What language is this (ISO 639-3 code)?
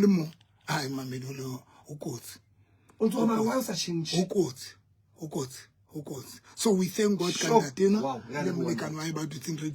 sot